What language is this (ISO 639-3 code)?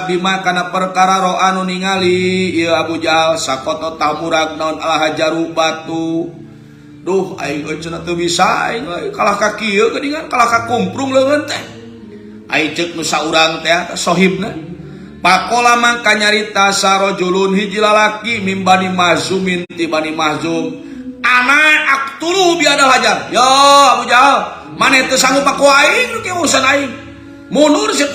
sun